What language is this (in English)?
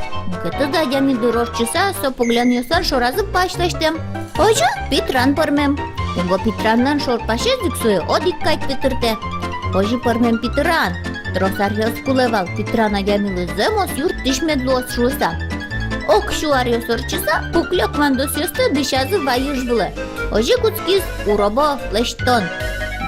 Udmurt